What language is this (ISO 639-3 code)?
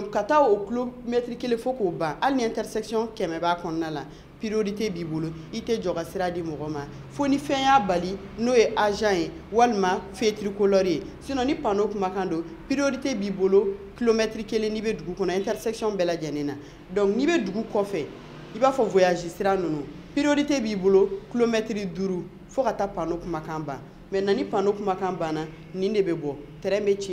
bam